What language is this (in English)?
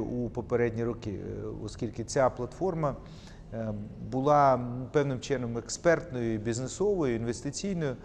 Ukrainian